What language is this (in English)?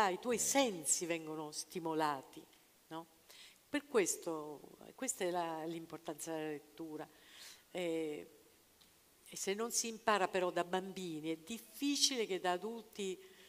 Italian